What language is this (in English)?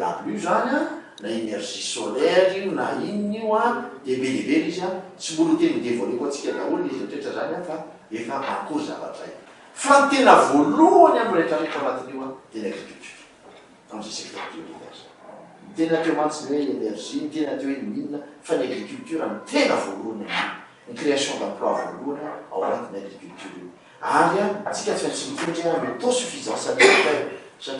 Malagasy